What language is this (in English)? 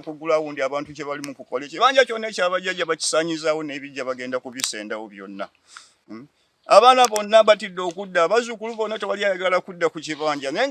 Ganda